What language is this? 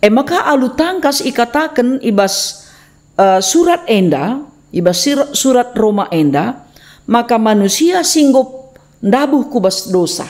Batak Karo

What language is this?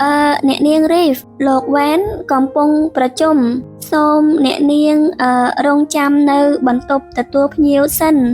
Khmer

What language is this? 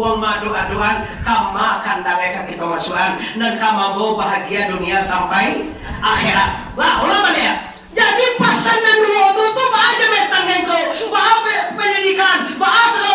Minangkabau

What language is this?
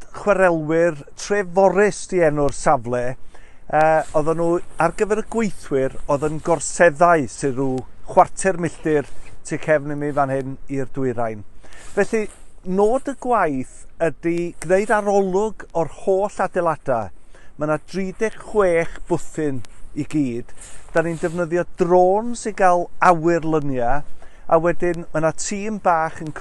Welsh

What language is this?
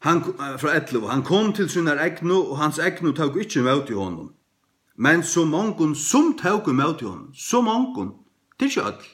Faroese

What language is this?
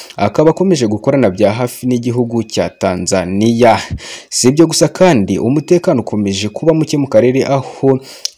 Kinyarwanda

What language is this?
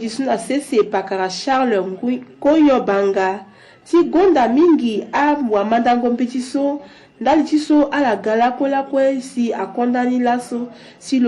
Sango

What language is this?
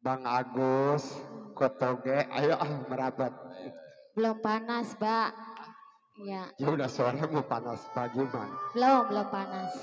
Betawi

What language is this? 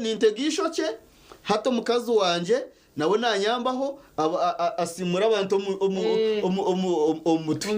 Nyankole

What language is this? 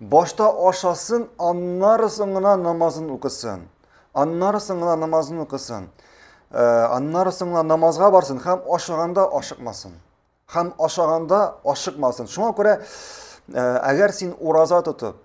Tatar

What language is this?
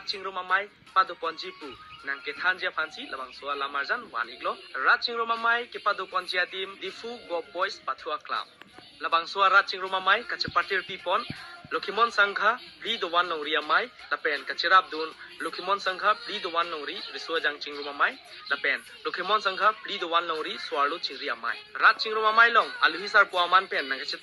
Karbi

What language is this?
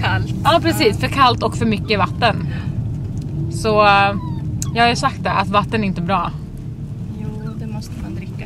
Swedish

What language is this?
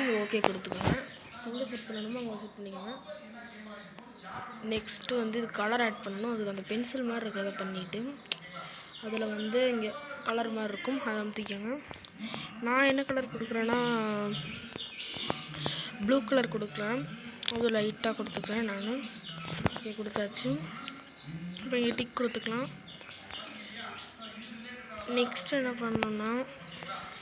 Tamil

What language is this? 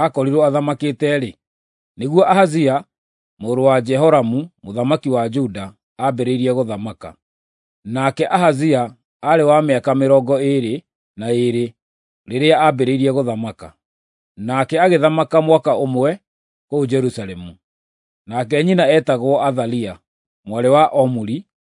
Kikuyu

